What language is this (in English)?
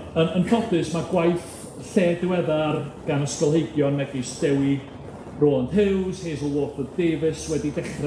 Welsh